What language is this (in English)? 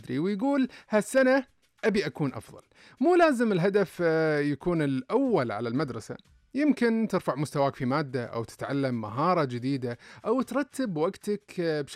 Najdi Arabic